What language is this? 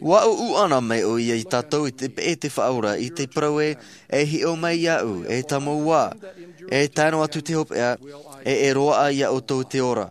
Tahitian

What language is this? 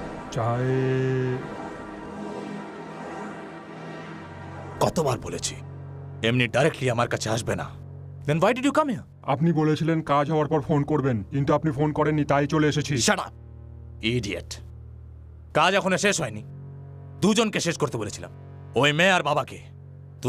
Bangla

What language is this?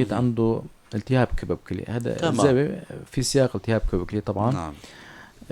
North Levantine Arabic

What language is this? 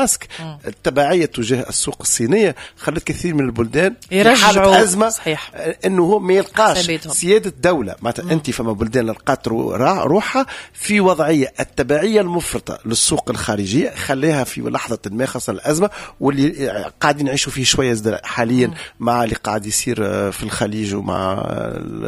Tunisian Arabic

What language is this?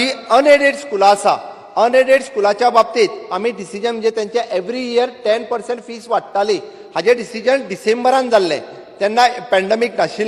Konkani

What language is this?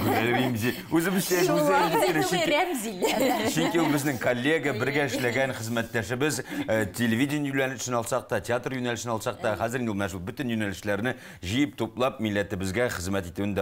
Tatar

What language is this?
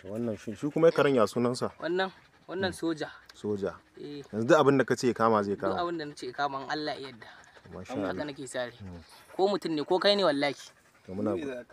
Hausa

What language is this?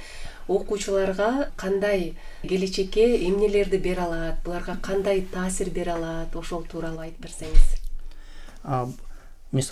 Kyrgyz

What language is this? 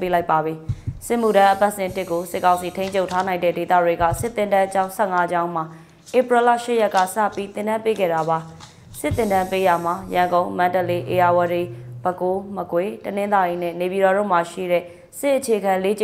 Burmese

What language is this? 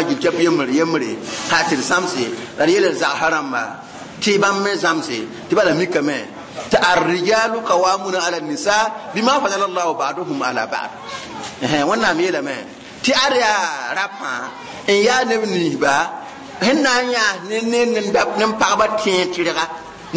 Mossi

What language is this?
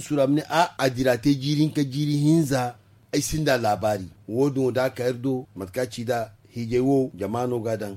Zarma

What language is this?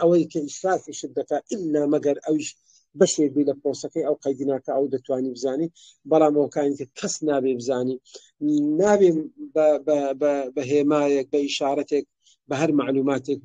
Central Kurdish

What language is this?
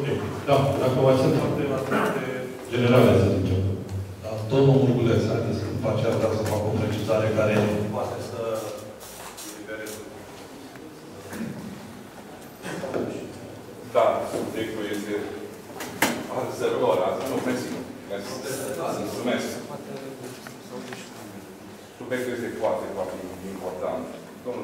Romanian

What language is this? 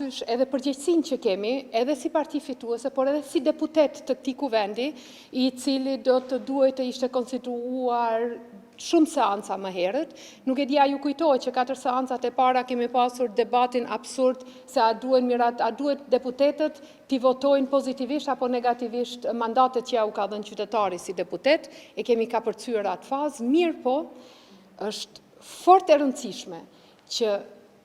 Albanian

